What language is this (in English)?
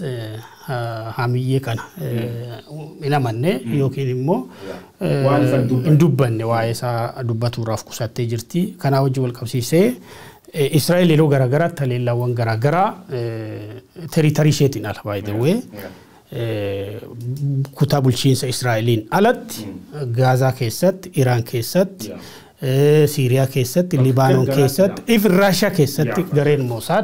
Oromo